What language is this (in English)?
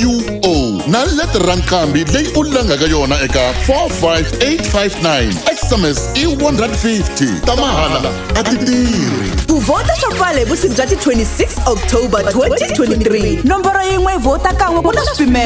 Tsonga